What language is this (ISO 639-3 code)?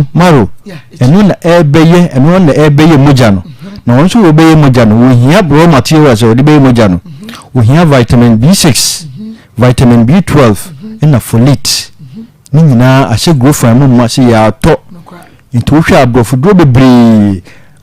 aka